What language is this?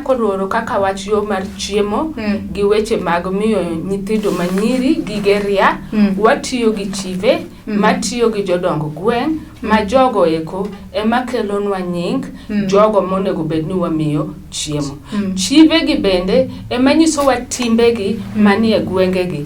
Luo (Kenya and Tanzania)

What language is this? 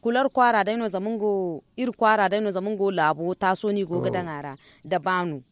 Zarma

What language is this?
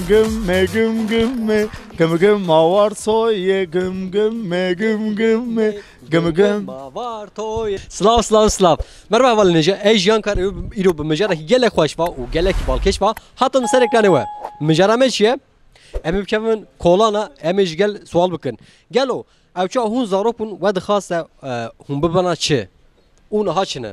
Kurdish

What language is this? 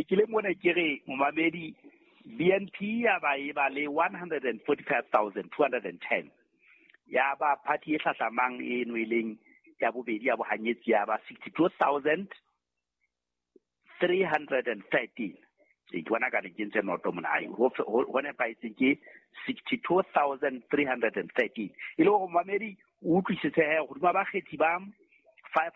Southern Sotho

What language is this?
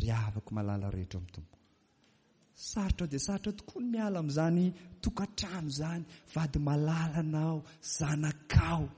Malagasy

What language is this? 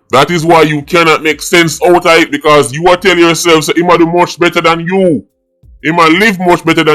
Jamaican Creole English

